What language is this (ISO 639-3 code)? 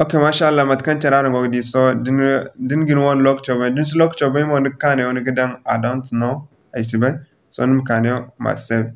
dje